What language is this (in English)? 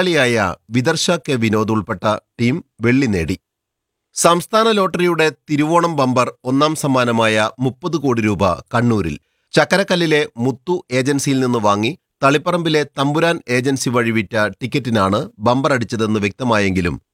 Malayalam